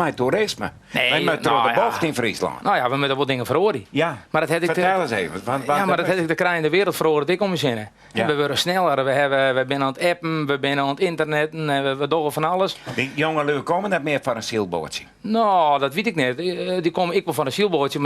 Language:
Western Frisian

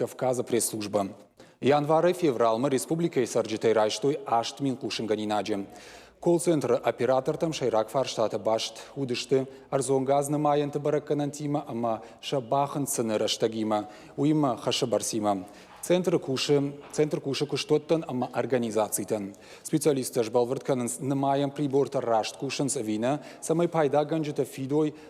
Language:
Ossetic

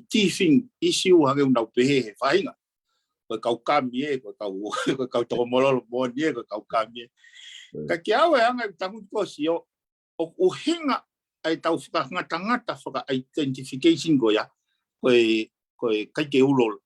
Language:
Tongan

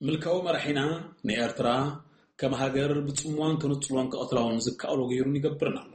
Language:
Tigrinya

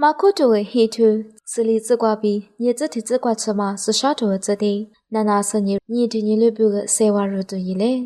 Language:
Lisu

